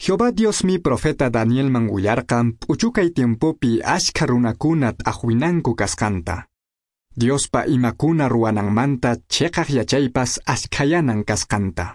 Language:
Quechua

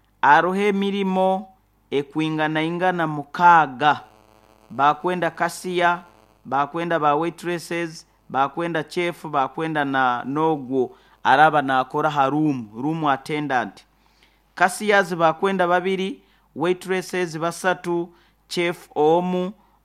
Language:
Nyoro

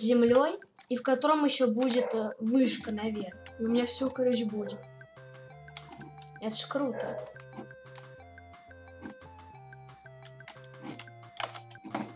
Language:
Russian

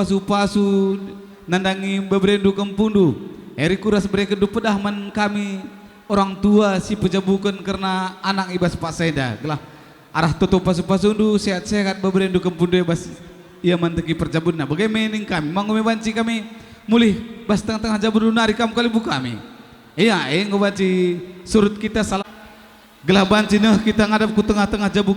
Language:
Batak Karo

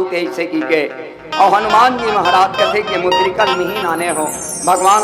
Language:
Chhattisgarhi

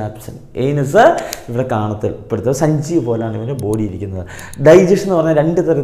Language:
Malayalam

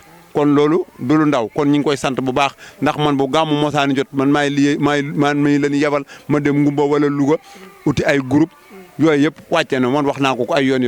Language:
Wolof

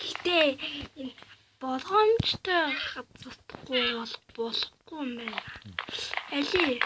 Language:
Mongolian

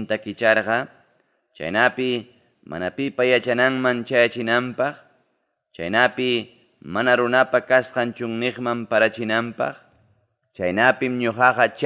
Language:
Ayacucho Quechua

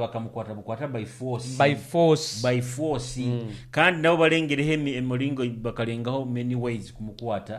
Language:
Nyoro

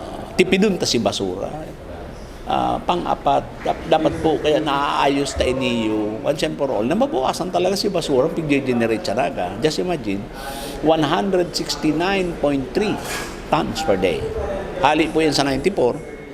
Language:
Bikol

